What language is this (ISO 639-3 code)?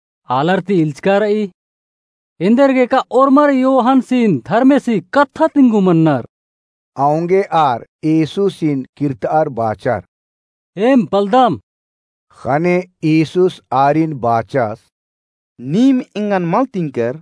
kru